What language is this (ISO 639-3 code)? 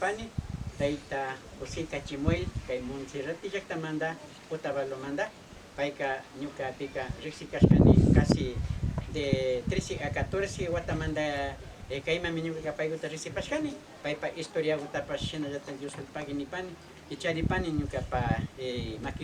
qvi